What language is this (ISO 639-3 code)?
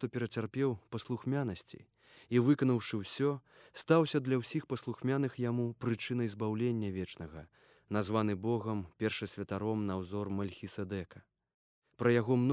bel